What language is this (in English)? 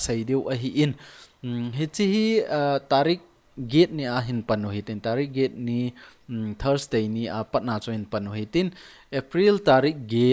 Thado Chin